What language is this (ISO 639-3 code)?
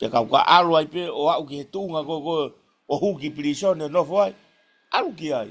ton